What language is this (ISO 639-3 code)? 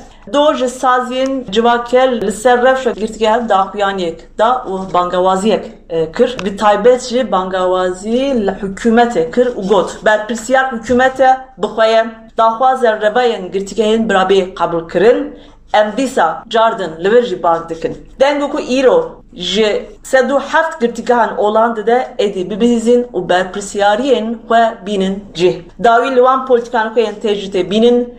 kur